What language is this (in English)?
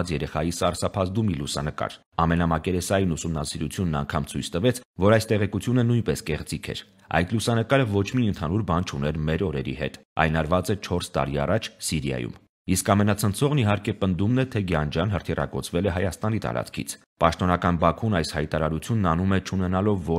Armenian